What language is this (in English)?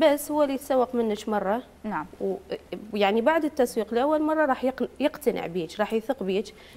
Mesopotamian Arabic